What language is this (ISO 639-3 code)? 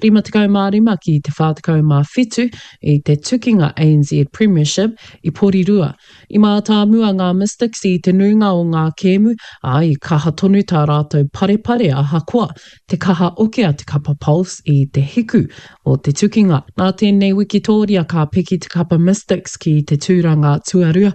mri